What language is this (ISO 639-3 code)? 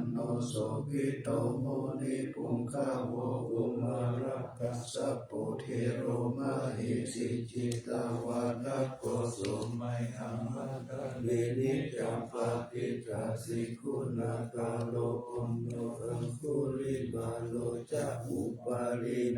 pli